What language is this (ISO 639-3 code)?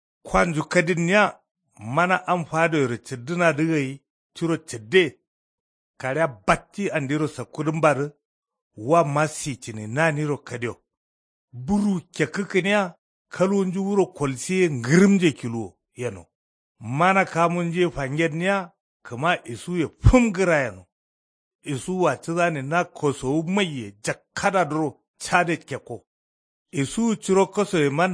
kau